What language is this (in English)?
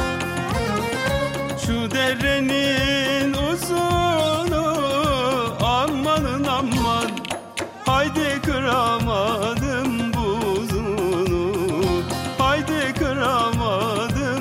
Turkish